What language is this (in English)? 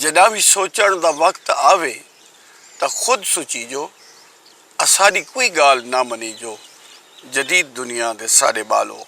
Saraiki